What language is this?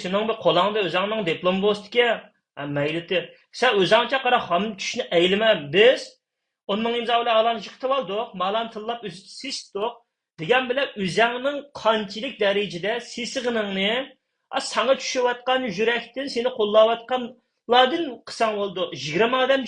Uyghur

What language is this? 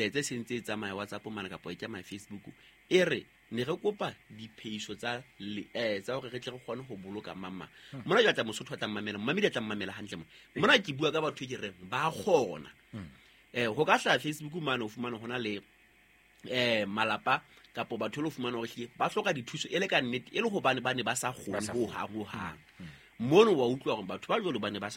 Southern Sotho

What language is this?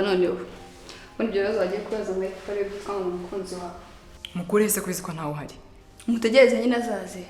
Kinyarwanda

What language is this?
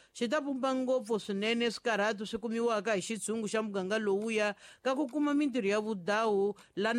Tsonga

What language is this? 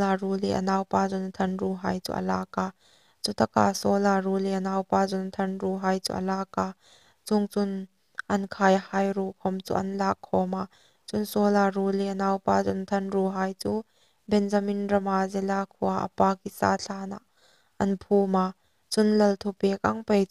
Hmar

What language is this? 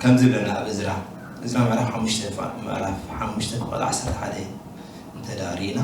Tigrinya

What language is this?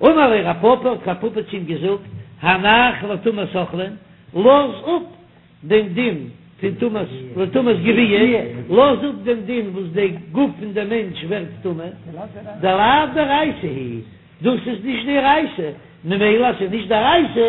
Yiddish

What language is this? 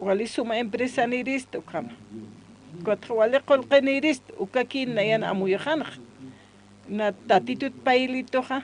Aymara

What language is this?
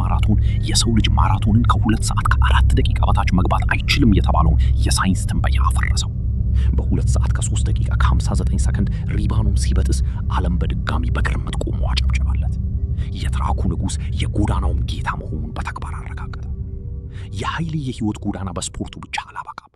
Amharic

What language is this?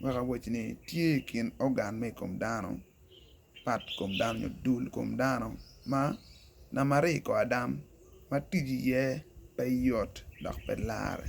Acoli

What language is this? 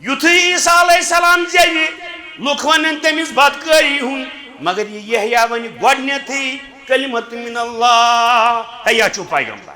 Kashmiri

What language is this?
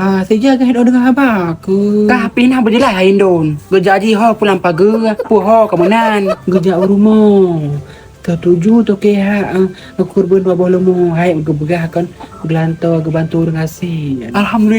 Achinese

